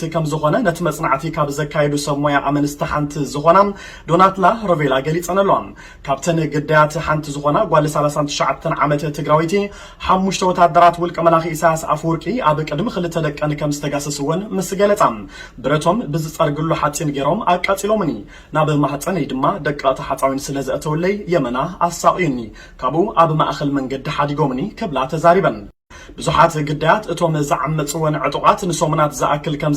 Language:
Tigrinya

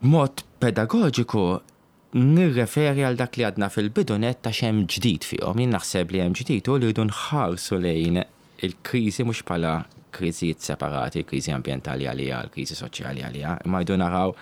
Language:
Maltese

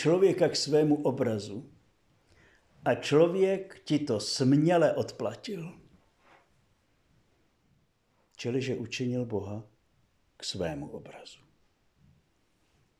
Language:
Czech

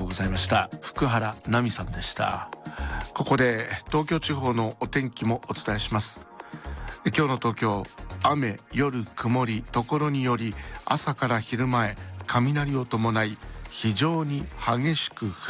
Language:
Japanese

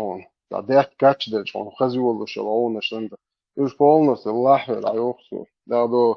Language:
Chechen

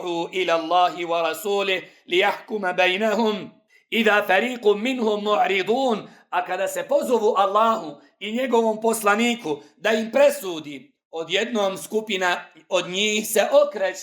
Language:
Bosnian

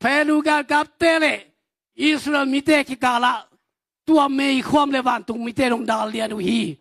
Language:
Tedim Chin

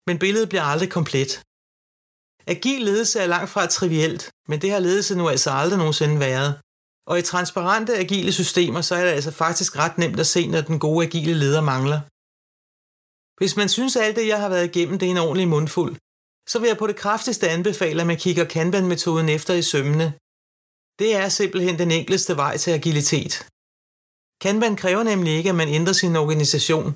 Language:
Danish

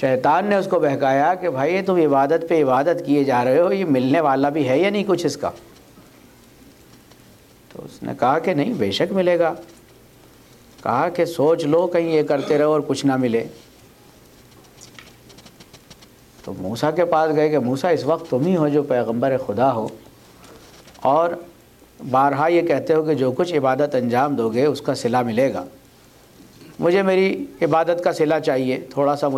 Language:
Urdu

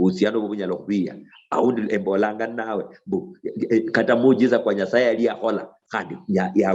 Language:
Luyia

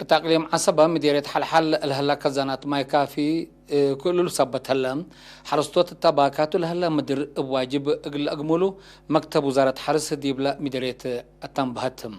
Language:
Tigre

